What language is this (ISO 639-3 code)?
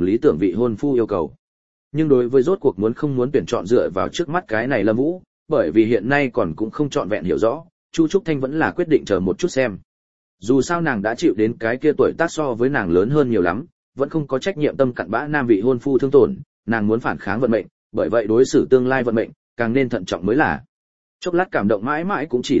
vie